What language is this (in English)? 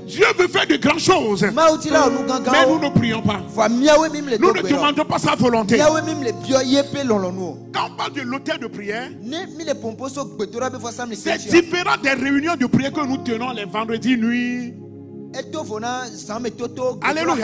French